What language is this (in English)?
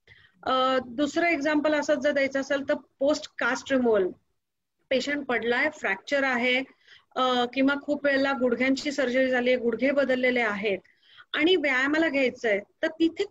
Marathi